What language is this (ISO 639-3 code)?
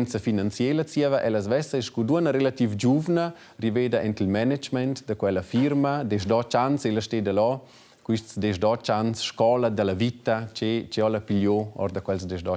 roh